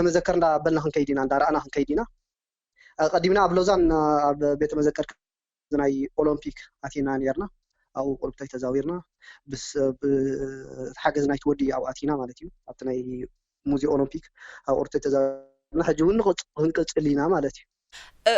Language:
Tigrinya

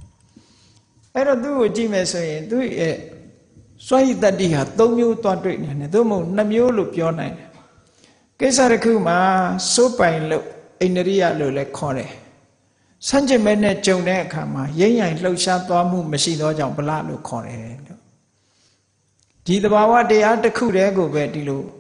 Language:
Burmese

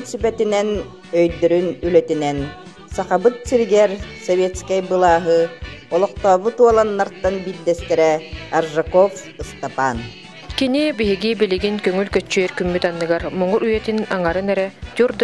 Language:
Yakut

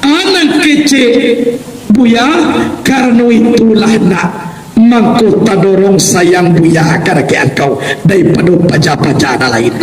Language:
Minangkabau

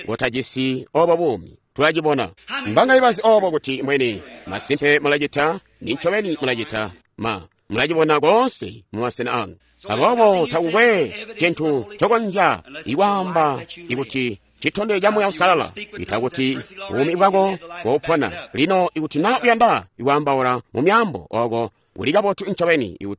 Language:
Tonga (Zambia)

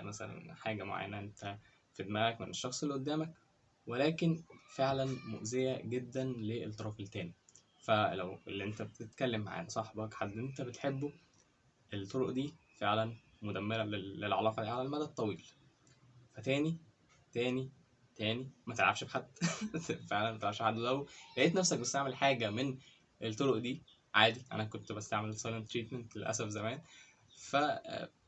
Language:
Egyptian Arabic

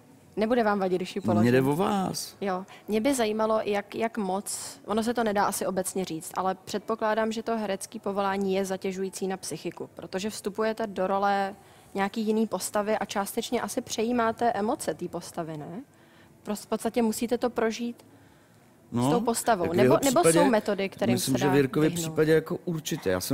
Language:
Czech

